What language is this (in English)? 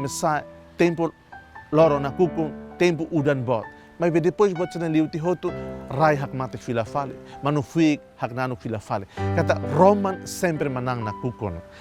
Tetum